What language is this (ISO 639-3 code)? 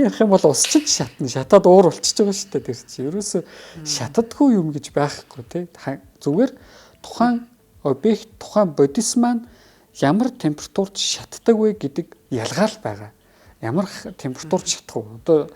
mon